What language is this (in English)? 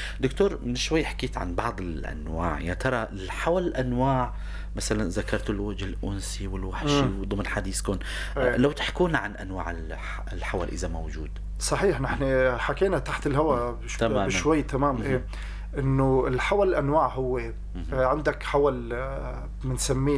North Levantine Arabic